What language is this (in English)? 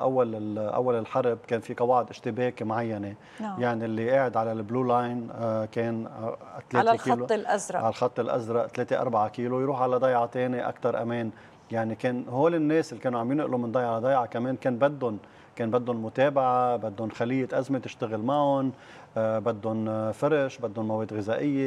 North Levantine Arabic